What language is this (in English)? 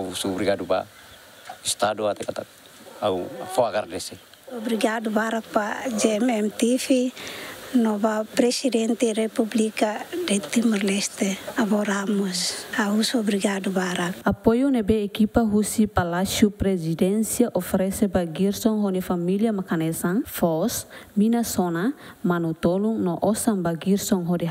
Tetum